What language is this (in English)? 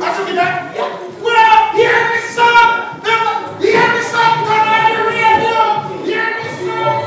Jamaican Creole English